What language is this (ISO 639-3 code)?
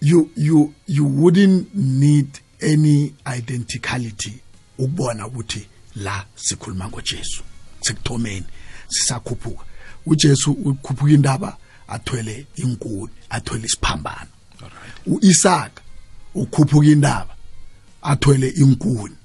nbl